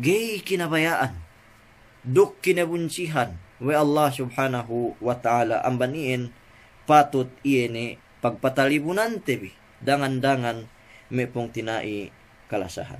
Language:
Yakan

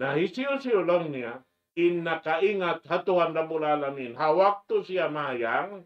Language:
Tausug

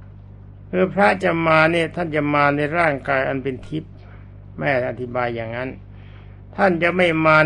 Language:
Thai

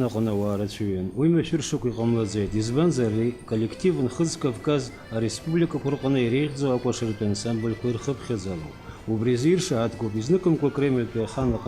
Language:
Abkhazian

